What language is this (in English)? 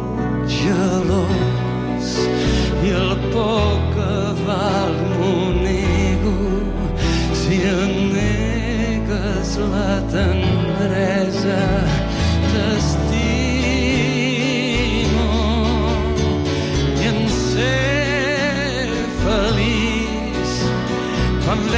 Catalan